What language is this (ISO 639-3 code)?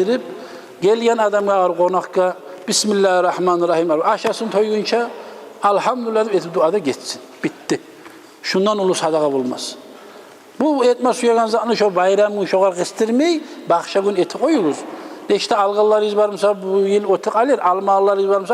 kum